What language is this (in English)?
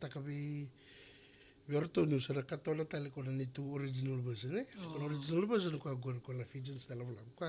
Fijian